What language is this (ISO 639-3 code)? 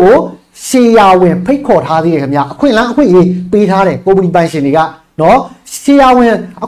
mya